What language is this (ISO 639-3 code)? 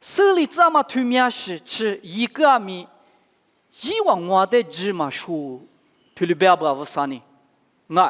lis